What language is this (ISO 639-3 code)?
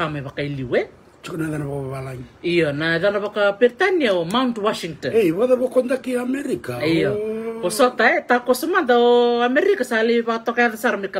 fij